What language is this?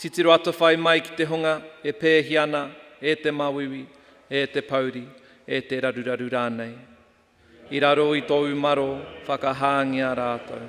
Māori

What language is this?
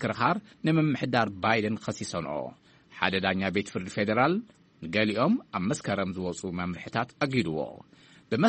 Tigrinya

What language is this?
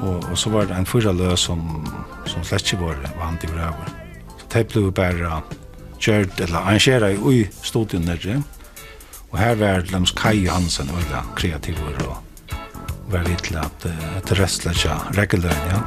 Faroese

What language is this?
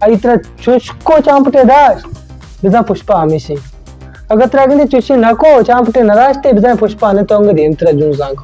Baluchi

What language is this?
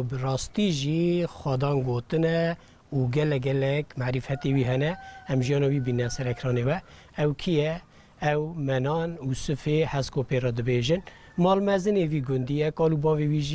Kurdish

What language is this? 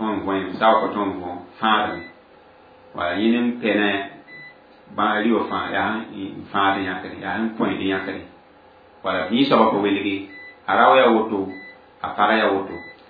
Mossi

